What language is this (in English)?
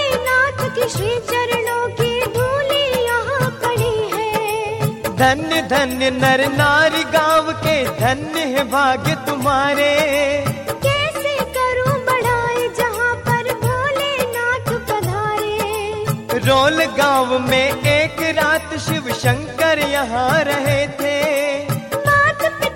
Hindi